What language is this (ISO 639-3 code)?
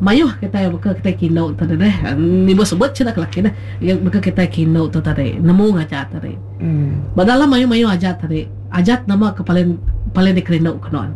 iba